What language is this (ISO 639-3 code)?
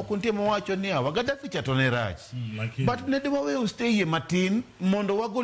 luo